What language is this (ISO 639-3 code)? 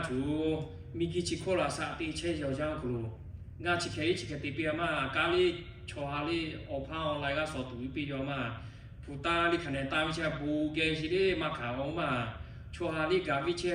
lhu